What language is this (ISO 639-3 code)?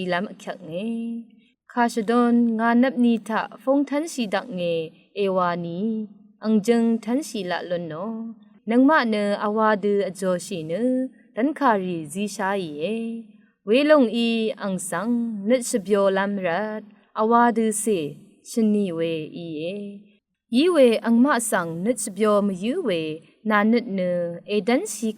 raw